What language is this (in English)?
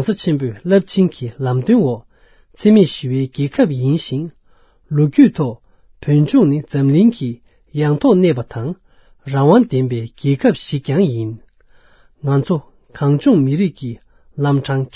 Tibetan